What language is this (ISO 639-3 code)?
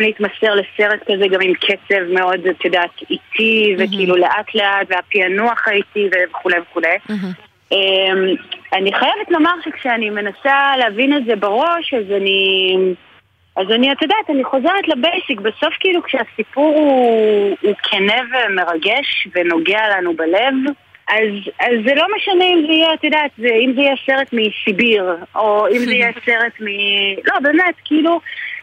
heb